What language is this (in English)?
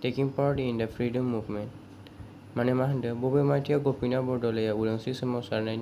Bodo